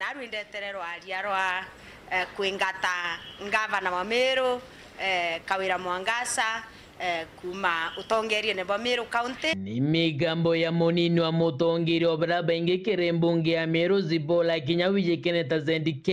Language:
Meru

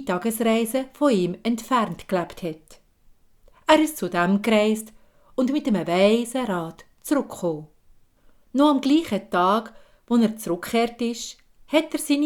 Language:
Swiss German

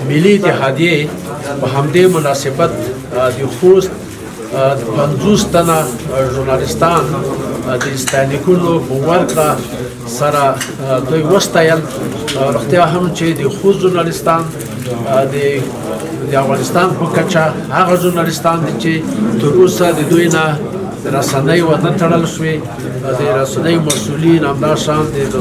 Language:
Pashto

